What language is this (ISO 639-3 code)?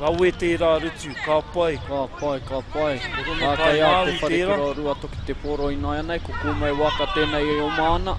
mri